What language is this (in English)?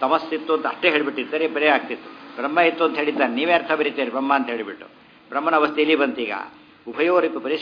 Kannada